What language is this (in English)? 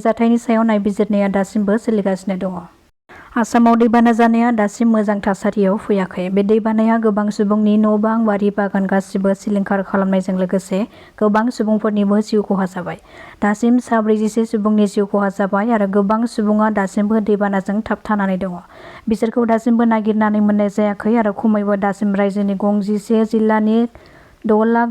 Bodo